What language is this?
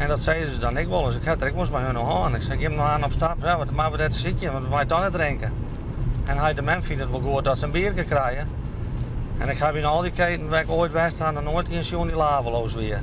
Western Frisian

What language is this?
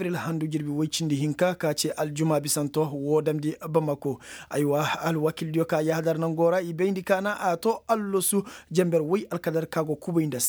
Koyraboro Senni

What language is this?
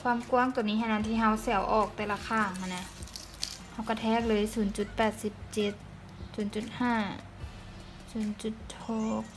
Lao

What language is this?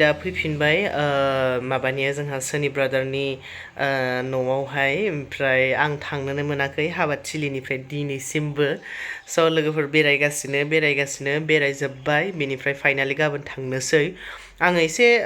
Bodo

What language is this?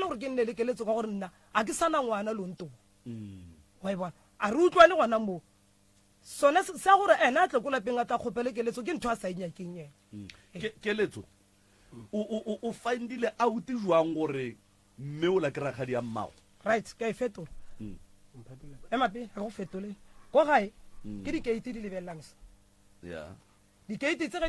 Northern Sotho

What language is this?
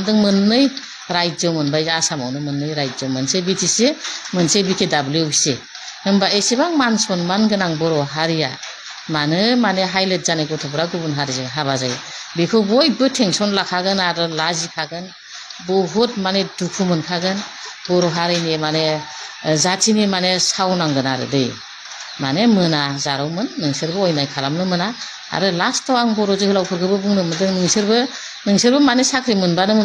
Bodo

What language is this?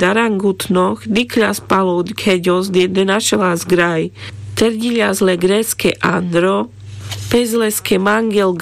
Carpathian Romani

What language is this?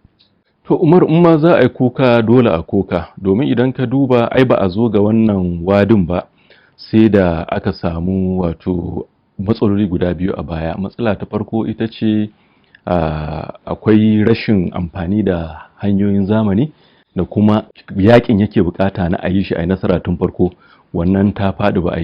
Hausa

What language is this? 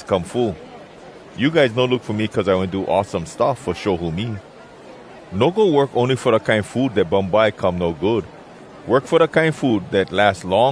Hawai'i Creole English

